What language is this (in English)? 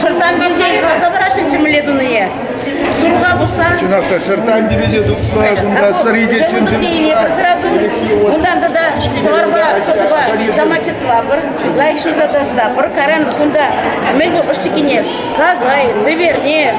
Chuvash